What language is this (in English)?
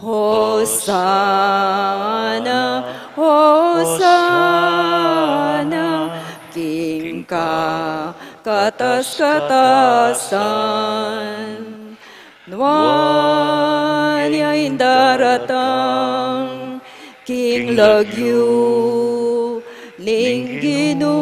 Pampanga